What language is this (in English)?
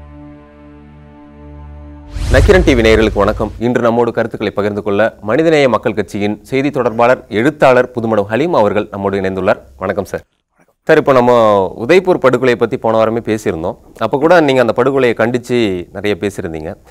Tamil